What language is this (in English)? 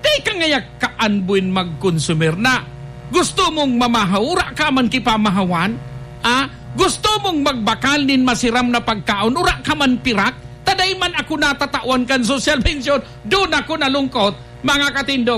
Bikol